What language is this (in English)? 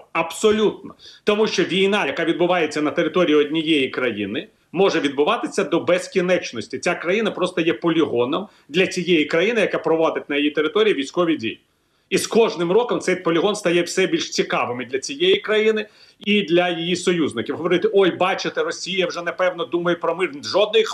Ukrainian